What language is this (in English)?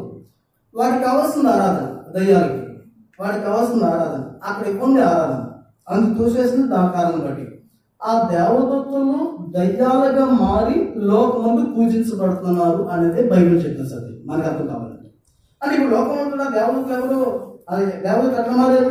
Telugu